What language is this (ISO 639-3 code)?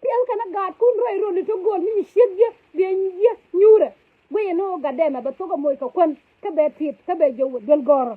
nus